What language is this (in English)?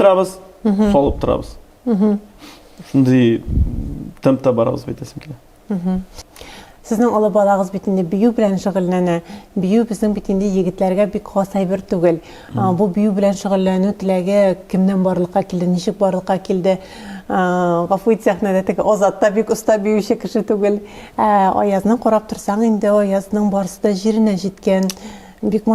Tatar